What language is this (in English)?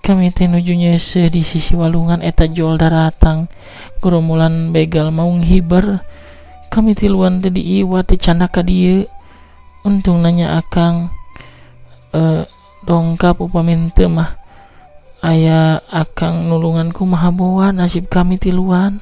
Sundanese